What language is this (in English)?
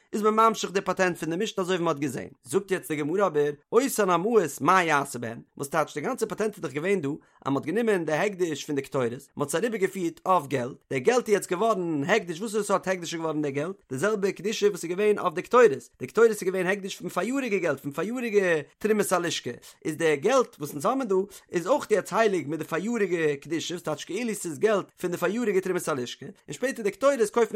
Yiddish